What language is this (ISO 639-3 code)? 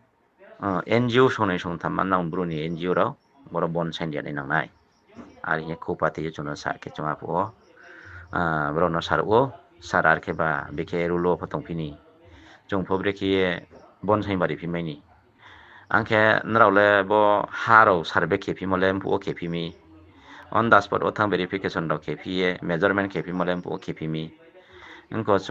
ria